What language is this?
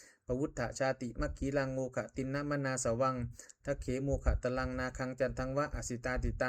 Pali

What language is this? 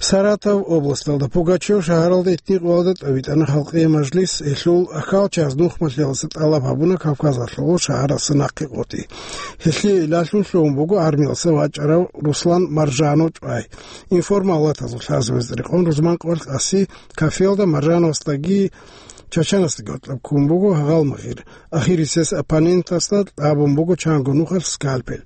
Avaric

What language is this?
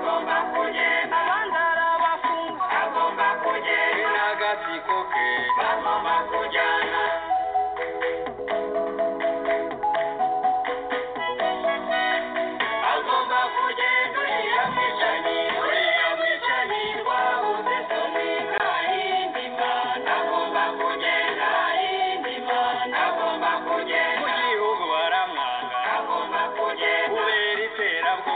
Kinyarwanda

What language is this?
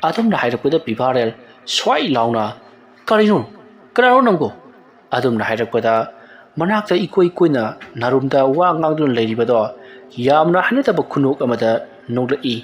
Manipuri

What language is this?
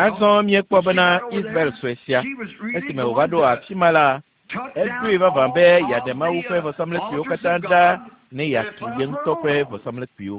Ewe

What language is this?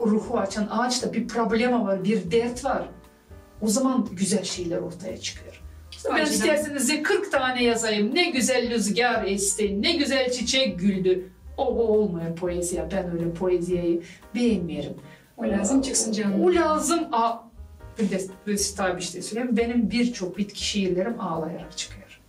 Gagauz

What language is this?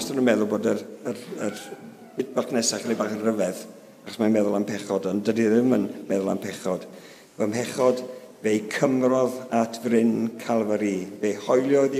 Welsh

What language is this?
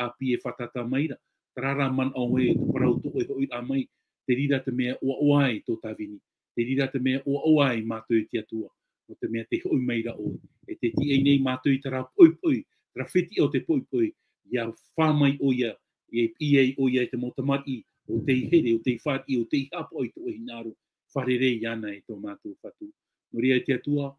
Tahitian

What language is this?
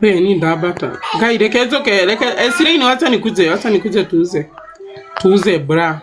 Kikuyu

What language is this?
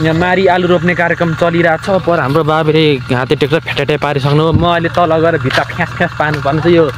Nepali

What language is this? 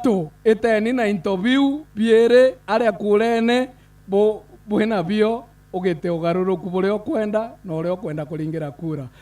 Meru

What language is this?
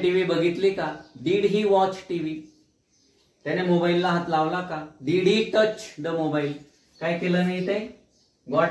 Marathi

